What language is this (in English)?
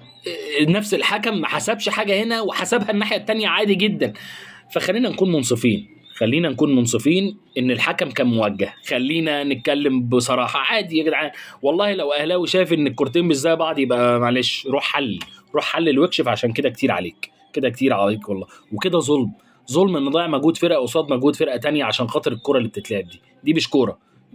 Egyptian Arabic